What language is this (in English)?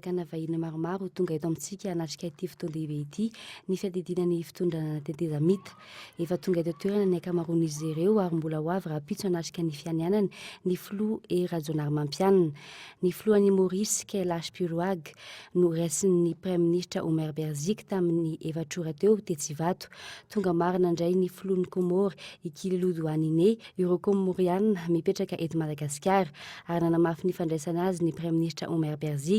Malagasy